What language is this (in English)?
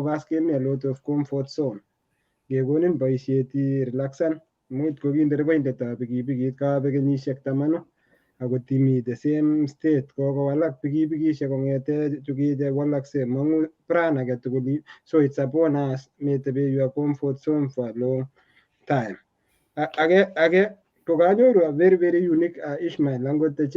Kalenjin